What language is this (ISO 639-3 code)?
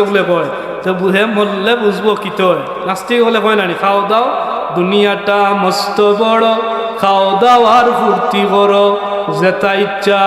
syl